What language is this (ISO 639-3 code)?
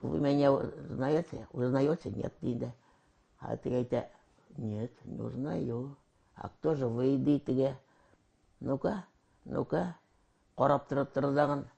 tat